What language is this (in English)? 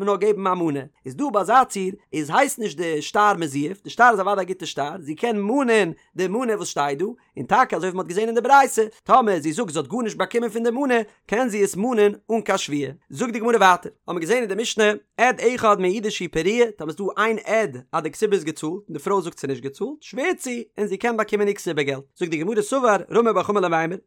Yiddish